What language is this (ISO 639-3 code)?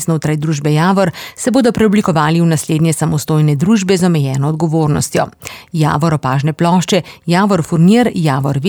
slv